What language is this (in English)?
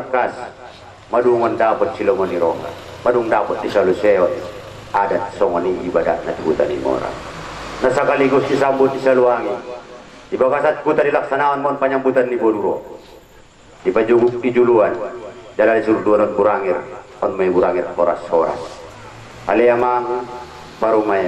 Batak Angkola